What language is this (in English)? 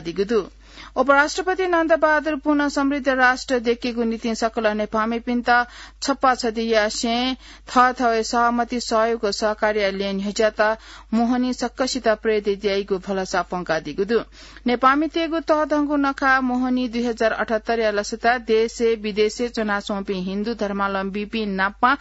Newari